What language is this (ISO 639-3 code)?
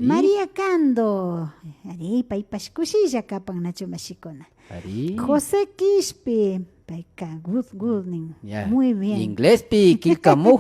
qvi